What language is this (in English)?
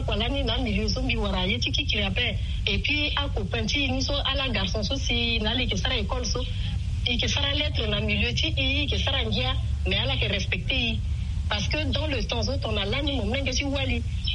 Sango